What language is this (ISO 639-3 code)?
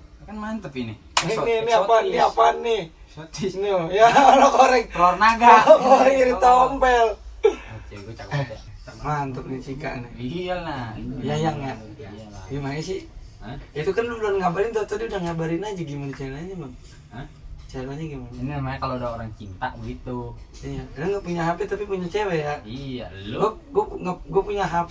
bew